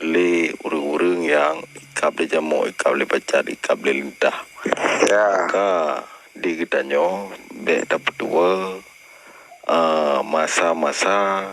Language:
Achinese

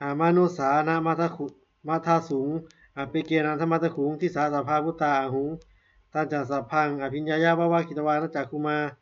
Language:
Pali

